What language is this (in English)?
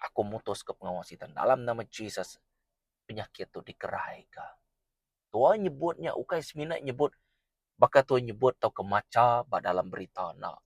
Iban